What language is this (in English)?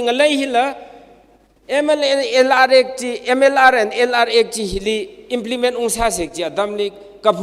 Tangkhul Naga (India)